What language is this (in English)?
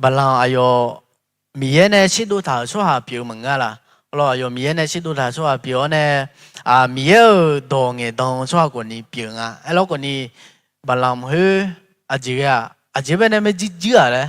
Akha